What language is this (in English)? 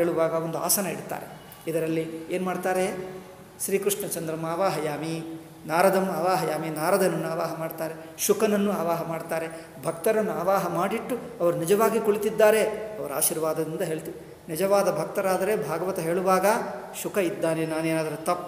Kannada